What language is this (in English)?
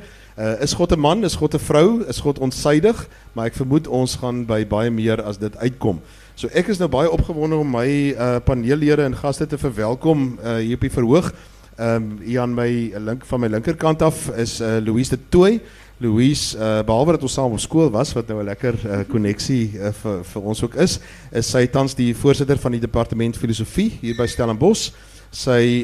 Afrikaans